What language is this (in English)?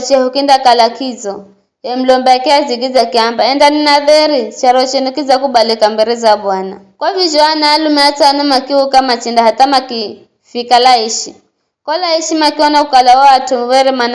Giryama